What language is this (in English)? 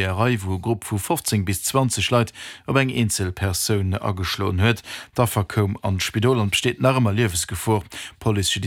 Luxembourgish